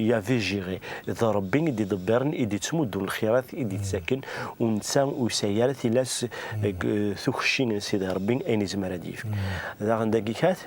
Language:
Kabyle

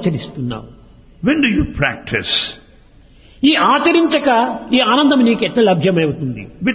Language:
Telugu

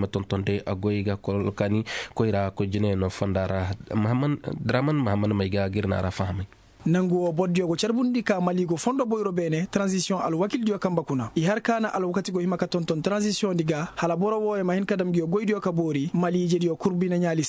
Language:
Koyraboro Senni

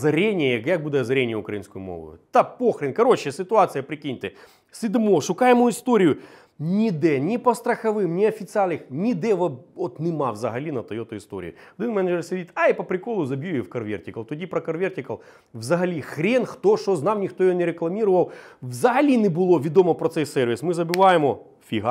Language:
Ukrainian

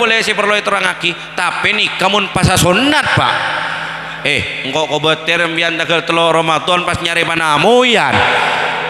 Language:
Madurese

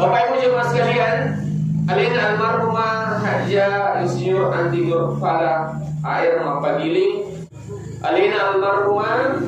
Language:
Buginese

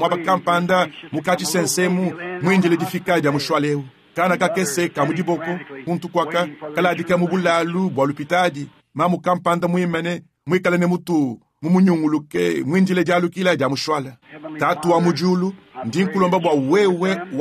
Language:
Luba-Lulua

